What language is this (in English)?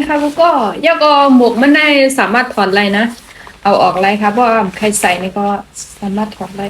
Shan